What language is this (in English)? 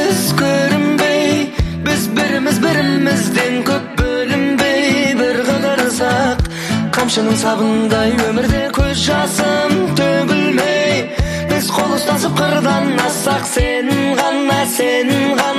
Kazakh